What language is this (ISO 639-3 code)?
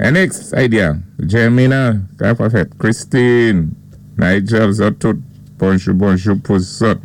acf